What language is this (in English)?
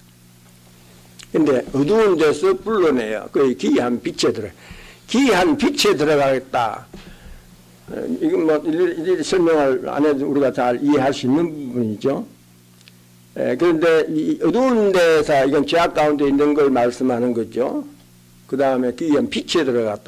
Korean